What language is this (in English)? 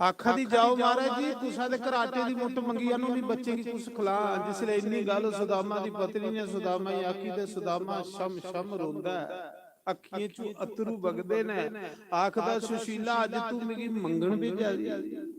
Dogri